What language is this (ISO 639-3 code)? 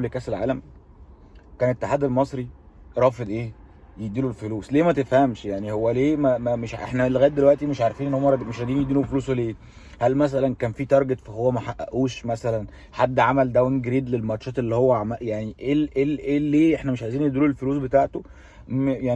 arz